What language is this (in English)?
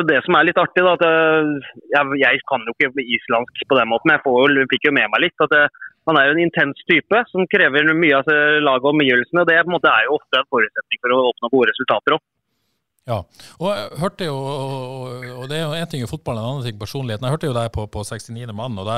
Norwegian